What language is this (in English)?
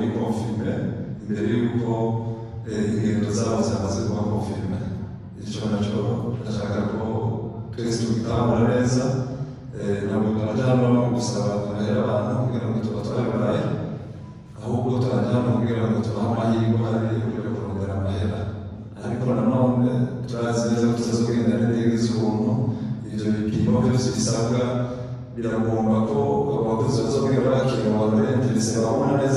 Rundi